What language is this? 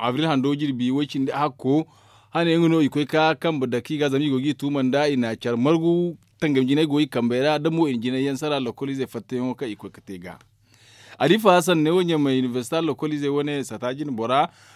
Zarma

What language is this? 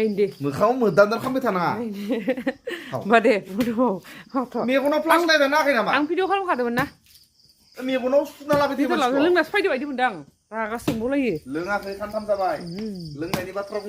Bodo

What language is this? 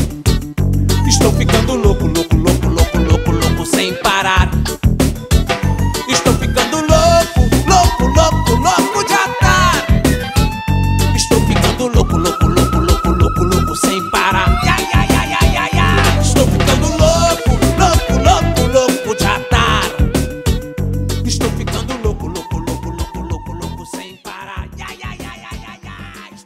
Portuguese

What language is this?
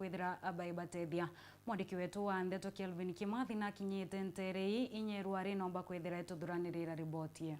Meru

